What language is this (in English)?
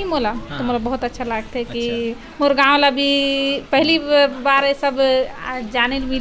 Chhattisgarhi